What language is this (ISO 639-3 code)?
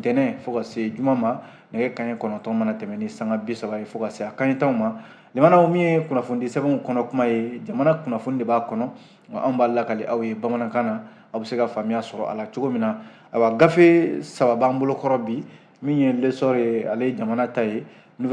bam